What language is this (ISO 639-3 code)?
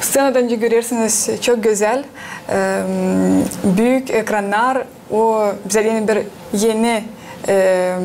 gag